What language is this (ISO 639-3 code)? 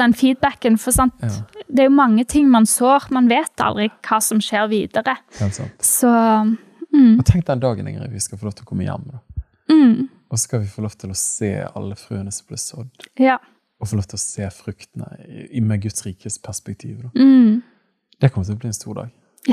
nor